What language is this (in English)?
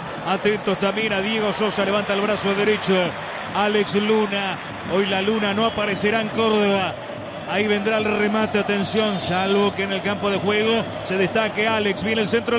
Spanish